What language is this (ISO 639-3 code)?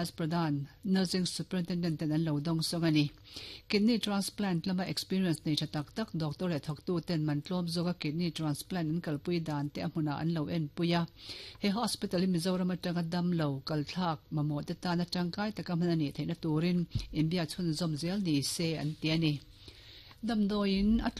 lus